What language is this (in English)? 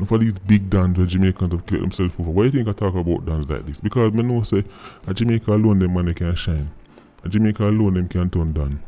Jamaican Creole English